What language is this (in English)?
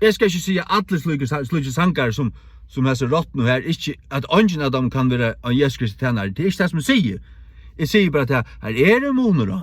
Faroese